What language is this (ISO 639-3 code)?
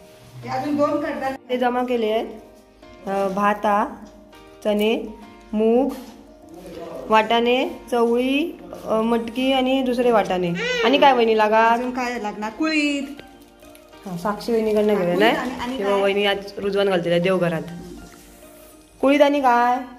mar